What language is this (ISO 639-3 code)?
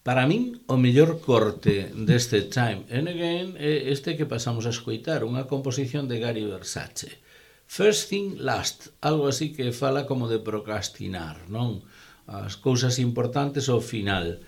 glg